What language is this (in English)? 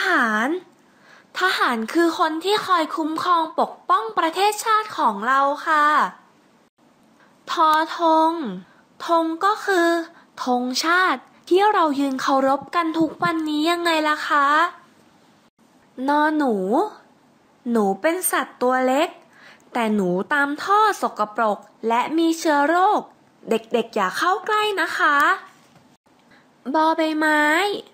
Thai